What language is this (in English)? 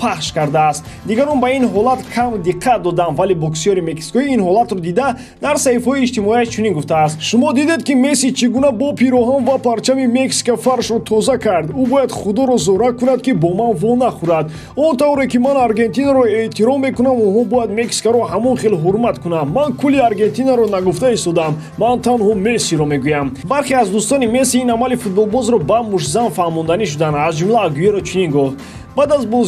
Tajik